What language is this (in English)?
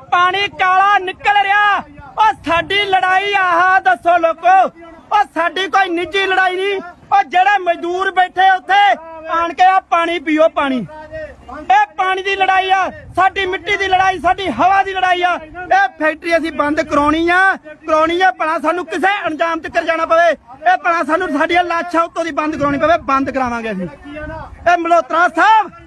Punjabi